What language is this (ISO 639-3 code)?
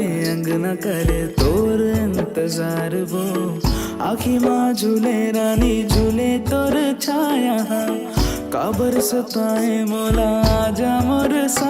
hne